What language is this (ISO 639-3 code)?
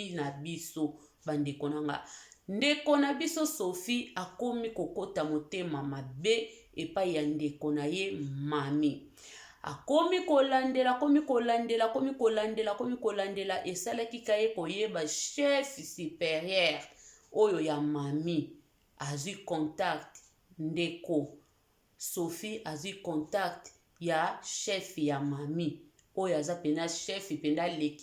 lin